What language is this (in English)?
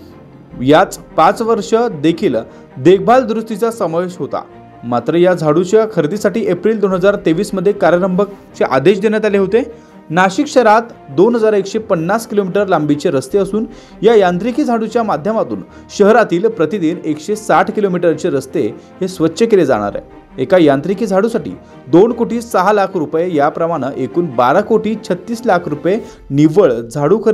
Marathi